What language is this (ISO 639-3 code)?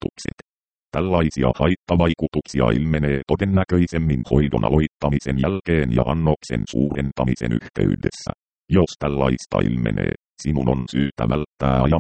fin